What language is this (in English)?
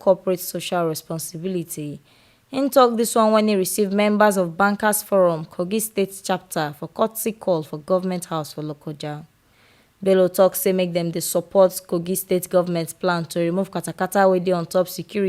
Nigerian Pidgin